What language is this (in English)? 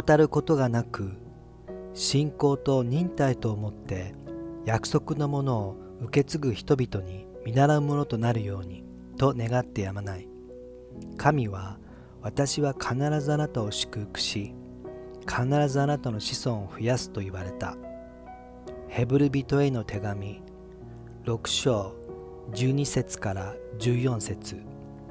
Japanese